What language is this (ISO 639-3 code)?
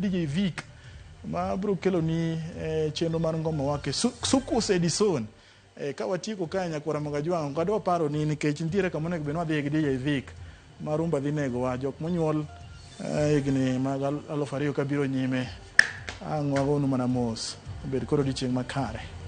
luo